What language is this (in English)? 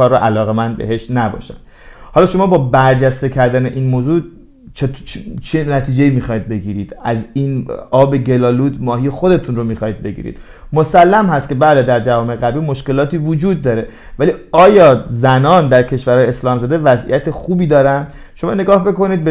Persian